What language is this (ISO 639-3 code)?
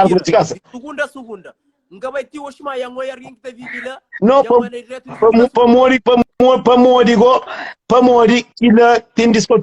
kea